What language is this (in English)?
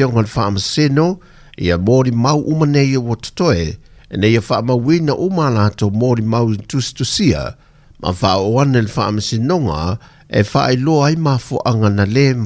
Samoan